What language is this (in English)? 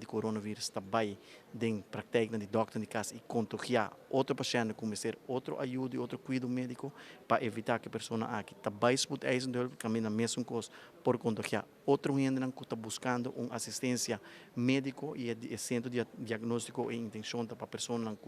Papiamento